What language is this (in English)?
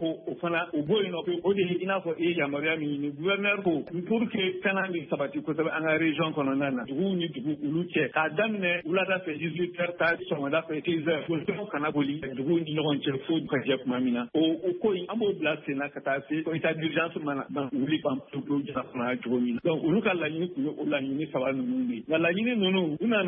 Bambara